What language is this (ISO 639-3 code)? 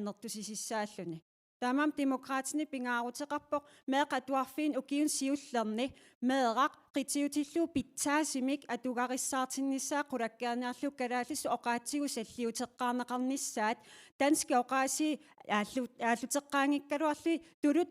kal